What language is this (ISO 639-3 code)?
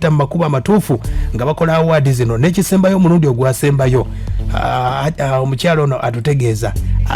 lug